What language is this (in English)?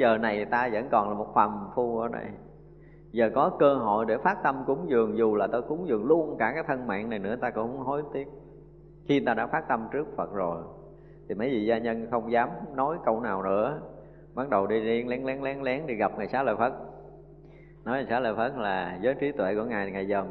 Vietnamese